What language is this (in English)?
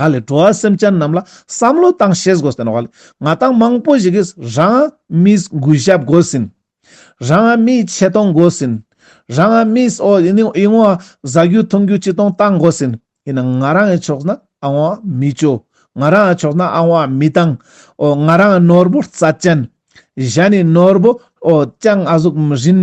Ladakhi